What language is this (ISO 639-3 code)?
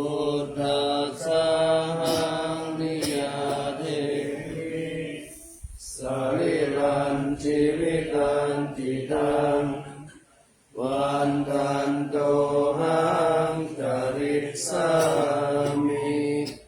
pli